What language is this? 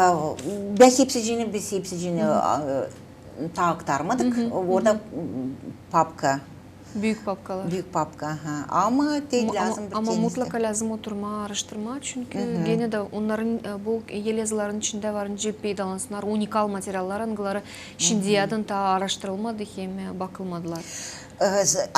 Gagauz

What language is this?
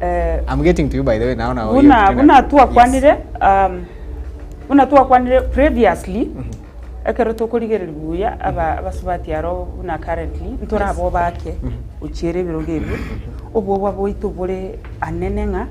Gusii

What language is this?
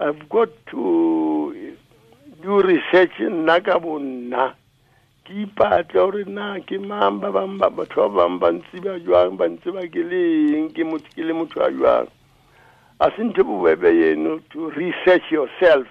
Tswana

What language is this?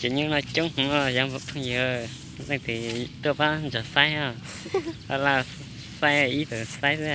Hmong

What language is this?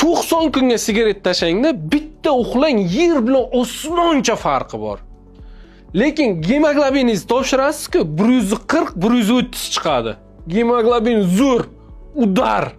Uzbek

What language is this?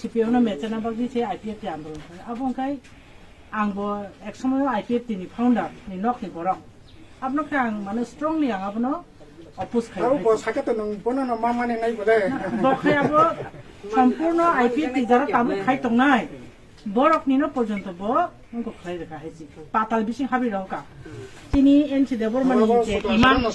Kok Borok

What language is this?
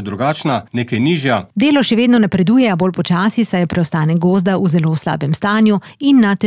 Slovenian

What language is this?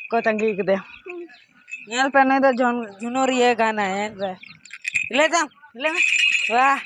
Santali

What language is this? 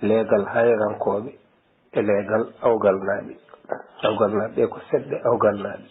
Fula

